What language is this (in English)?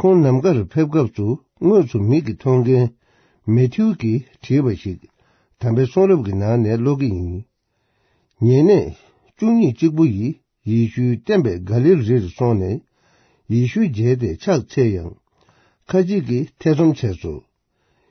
Tibetan